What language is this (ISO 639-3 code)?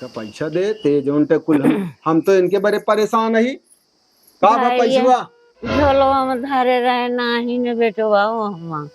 awa